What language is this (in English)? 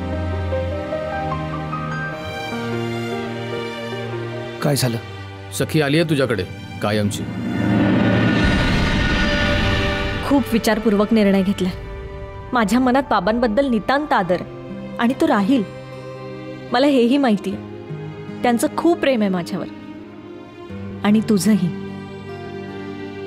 Marathi